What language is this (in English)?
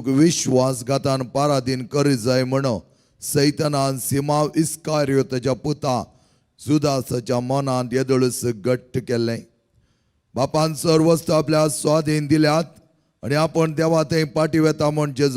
Konkani